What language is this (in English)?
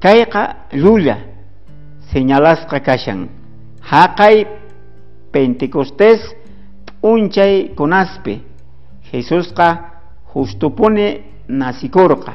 South Bolivian Quechua